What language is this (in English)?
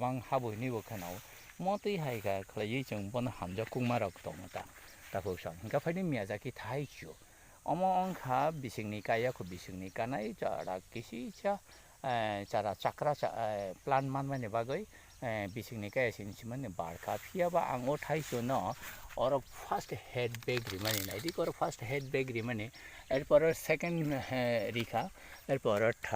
Kok Borok